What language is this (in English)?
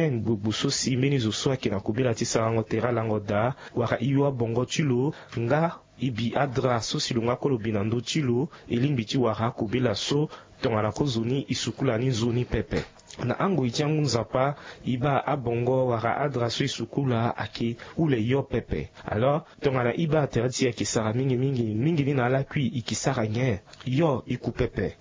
Sango